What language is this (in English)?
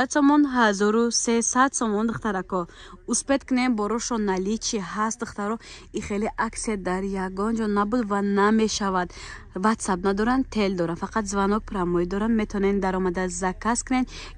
Tajik